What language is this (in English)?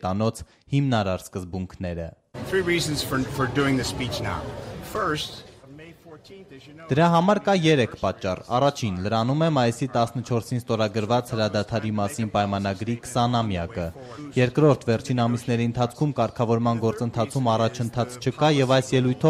Armenian